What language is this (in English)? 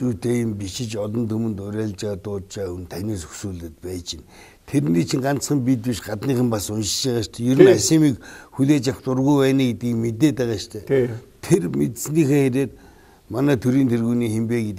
Mongolian